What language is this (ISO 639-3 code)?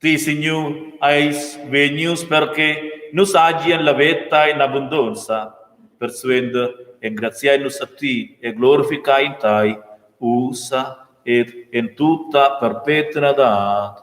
roh